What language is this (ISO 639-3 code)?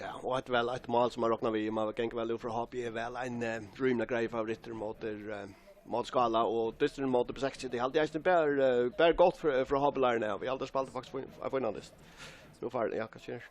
fao